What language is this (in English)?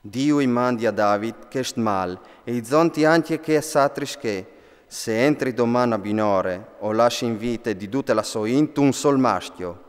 Friulian